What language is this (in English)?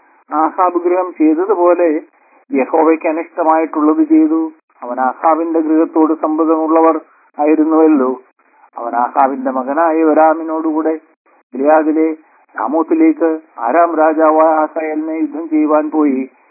Malayalam